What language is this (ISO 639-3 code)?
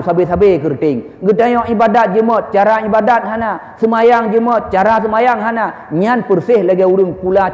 ace